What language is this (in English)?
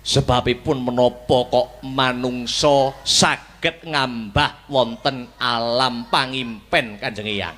Javanese